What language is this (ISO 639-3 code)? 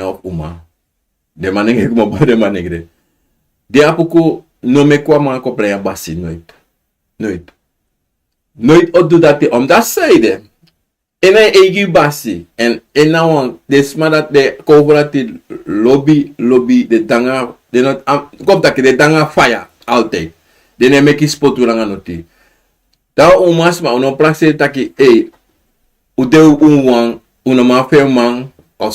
srn